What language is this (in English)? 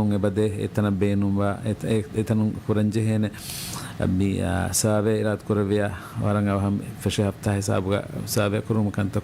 Divehi